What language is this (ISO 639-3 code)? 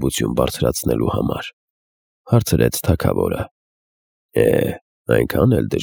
hye